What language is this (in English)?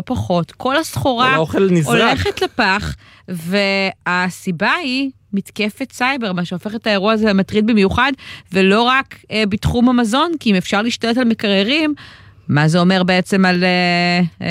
Hebrew